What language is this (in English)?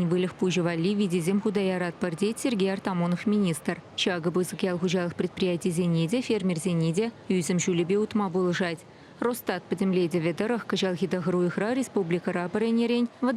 Chuvash